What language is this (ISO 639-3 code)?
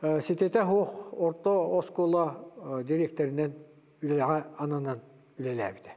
sah